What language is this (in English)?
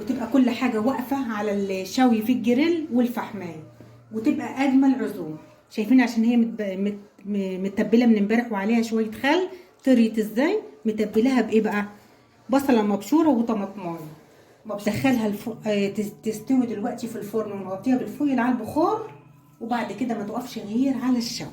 Egyptian Arabic